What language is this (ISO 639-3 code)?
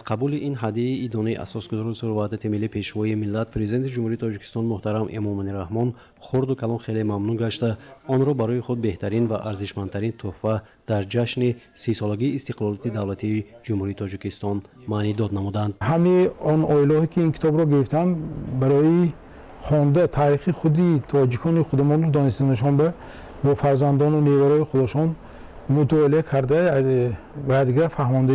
tgk